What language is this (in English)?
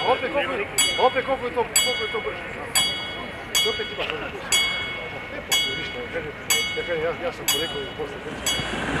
Bosnian